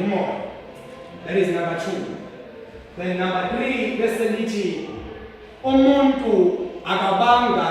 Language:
Zulu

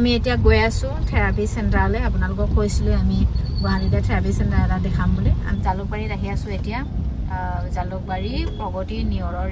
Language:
Assamese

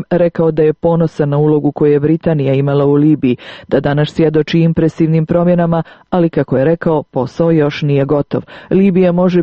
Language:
Serbian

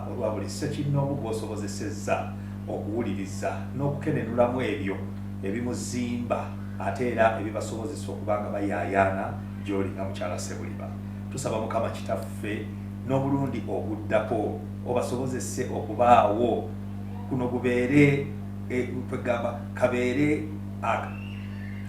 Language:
Ganda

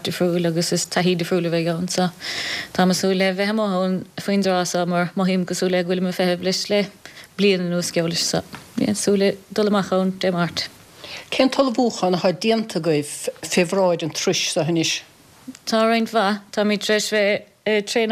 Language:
Irish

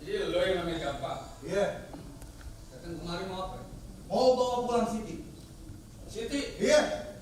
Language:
Betawi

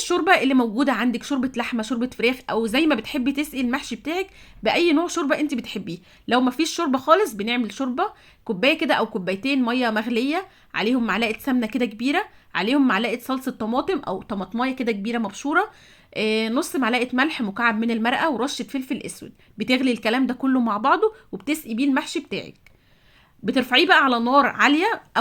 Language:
Egyptian Arabic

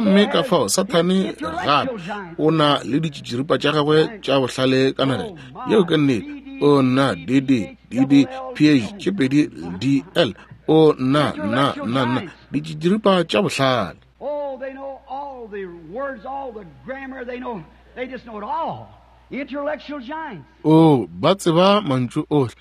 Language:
Northern Sotho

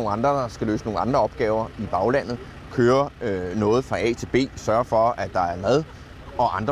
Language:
Danish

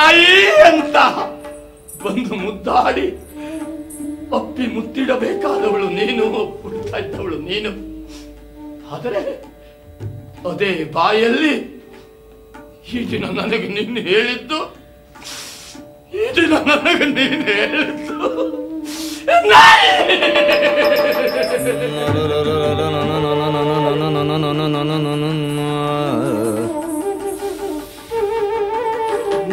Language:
Kannada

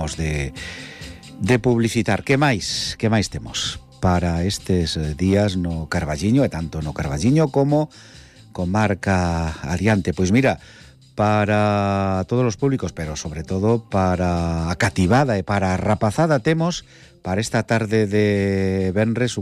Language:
Galician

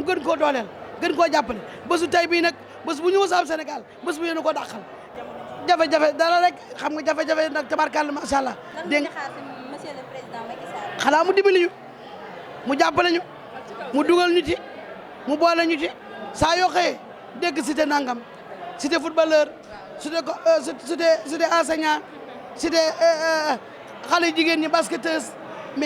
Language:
Wolof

